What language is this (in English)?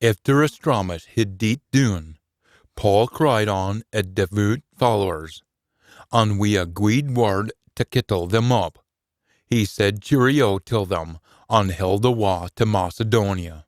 Scots